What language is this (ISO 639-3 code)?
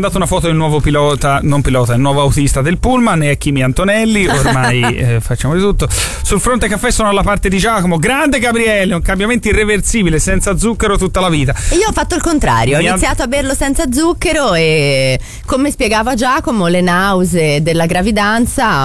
ita